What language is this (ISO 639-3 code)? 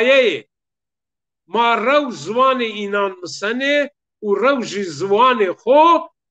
zza